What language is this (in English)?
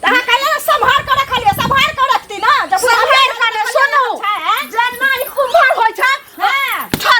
Maithili